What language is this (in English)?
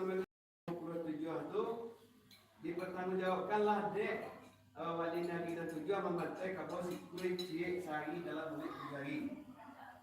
Minangkabau